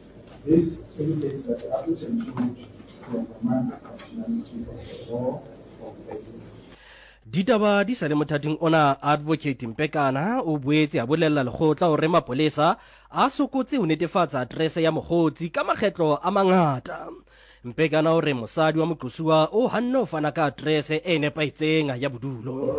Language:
Southern Sotho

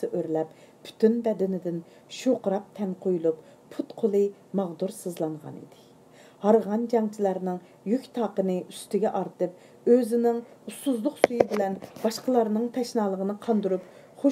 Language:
Uyghur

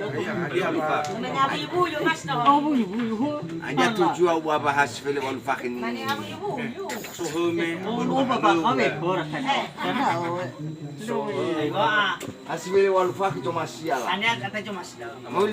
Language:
Nias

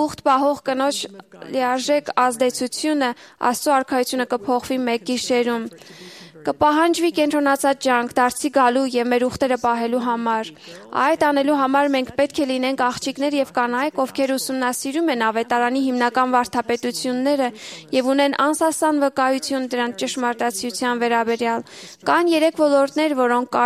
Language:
Armenian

